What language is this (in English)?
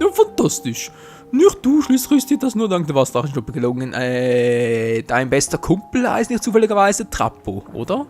Swiss German